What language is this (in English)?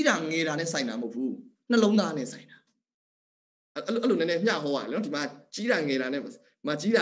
Burmese